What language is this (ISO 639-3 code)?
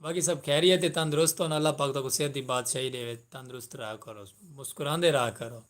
skr